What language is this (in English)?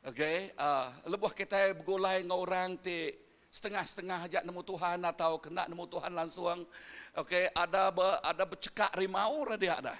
Iban